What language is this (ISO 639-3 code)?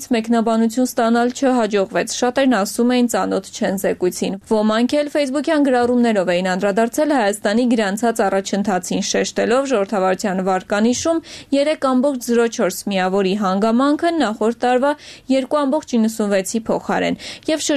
hye